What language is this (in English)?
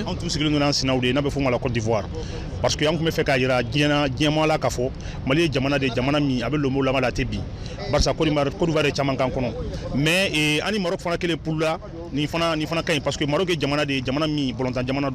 Bambara